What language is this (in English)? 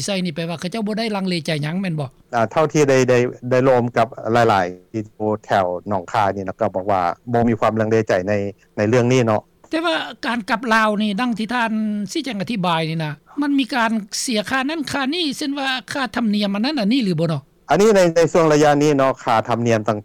Lao